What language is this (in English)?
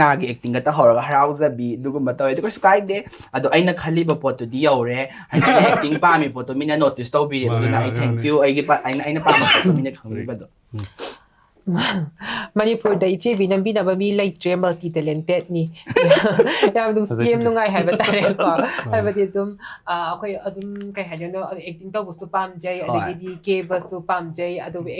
Manipuri